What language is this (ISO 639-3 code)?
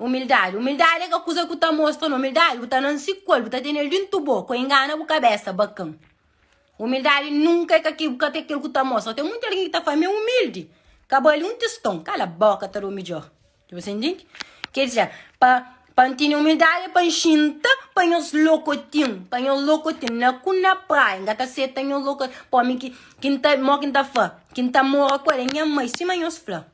kea